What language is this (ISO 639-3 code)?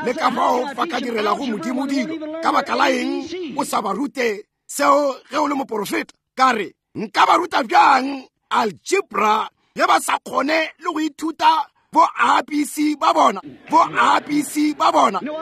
nso